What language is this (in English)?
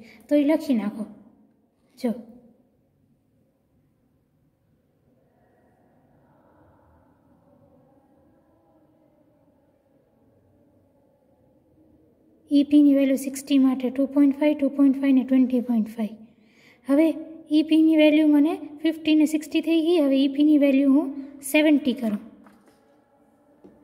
Gujarati